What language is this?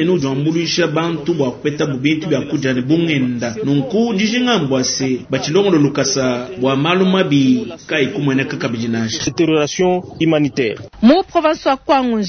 Luba-Lulua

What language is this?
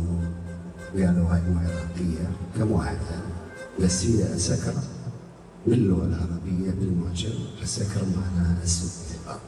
Mesopotamian Arabic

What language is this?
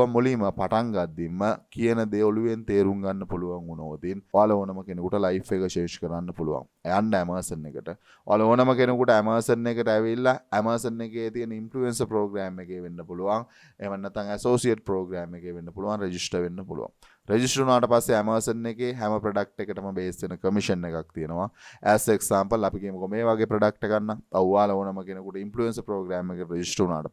Sinhala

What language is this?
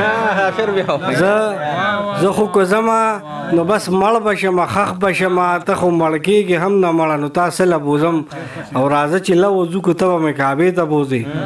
Pashto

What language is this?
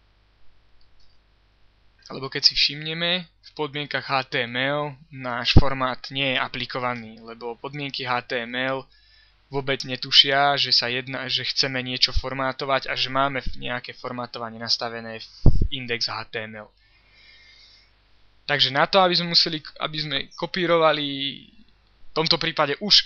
Slovak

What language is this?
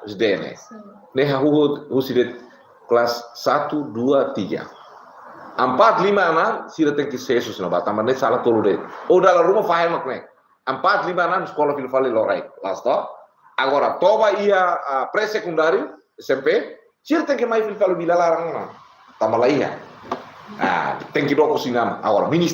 Tetum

